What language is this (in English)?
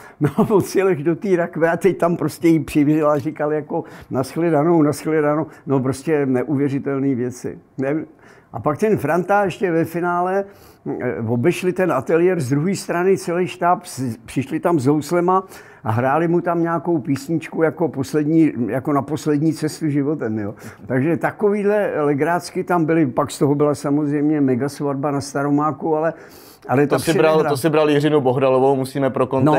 Czech